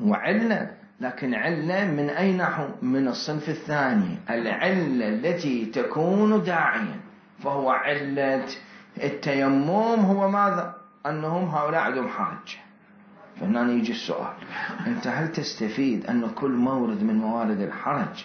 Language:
Mesopotamian Arabic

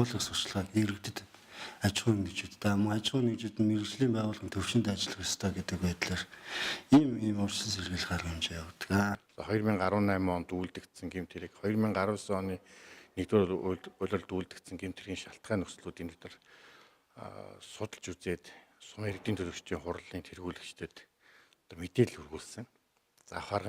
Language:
Mongolian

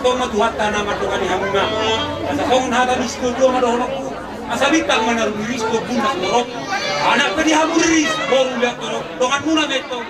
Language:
Batak Toba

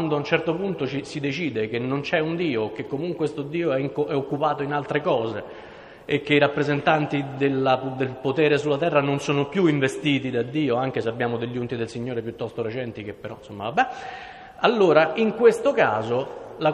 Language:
Italian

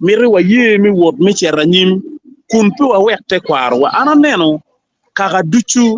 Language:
Acoli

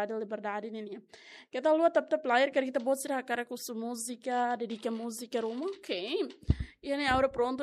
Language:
Tetum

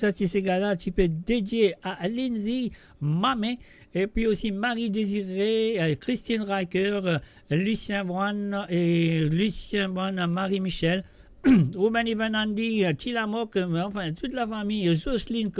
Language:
Morisyen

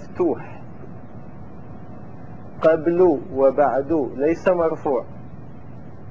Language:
Arabic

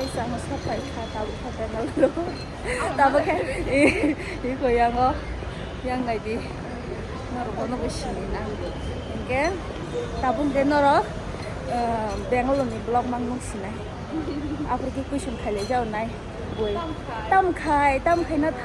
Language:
Kok Borok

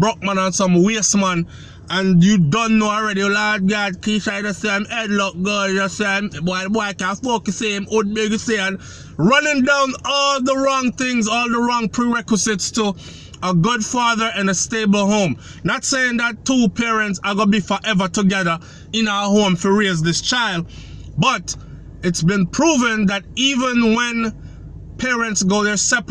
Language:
Jamaican Creole English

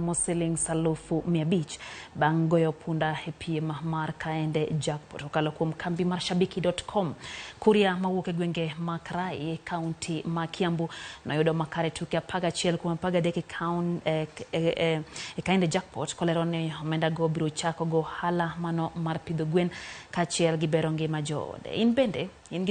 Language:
Luo (Kenya and Tanzania)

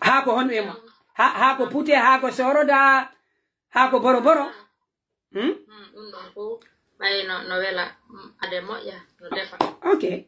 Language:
Pular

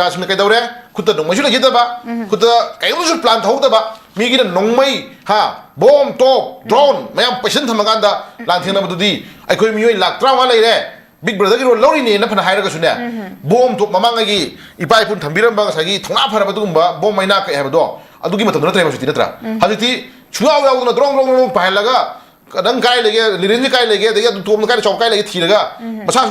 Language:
Manipuri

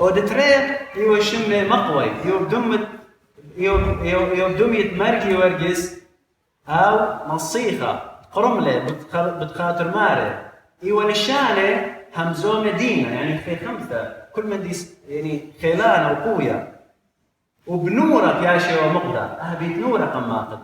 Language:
Assyrian Neo-Aramaic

